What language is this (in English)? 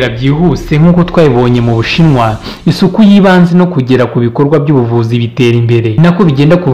Kinyarwanda